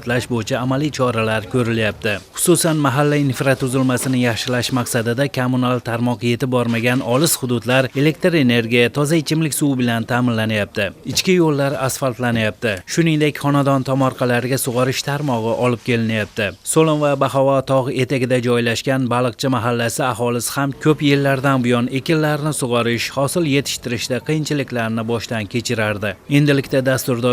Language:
Uzbek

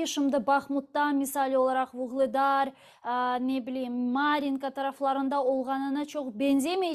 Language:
Crimean Tatar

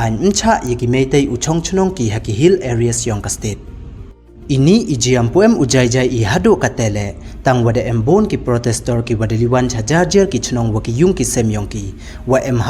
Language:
Pnar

